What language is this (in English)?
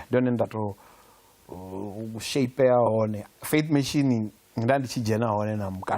Venda